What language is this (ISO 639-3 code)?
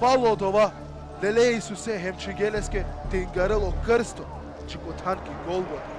rmn